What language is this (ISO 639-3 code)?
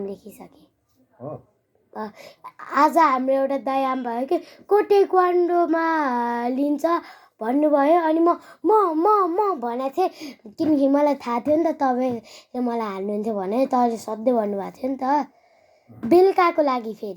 nep